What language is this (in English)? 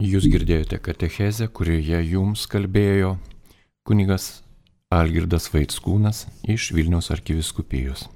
Lithuanian